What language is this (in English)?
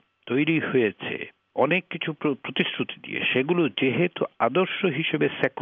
Bangla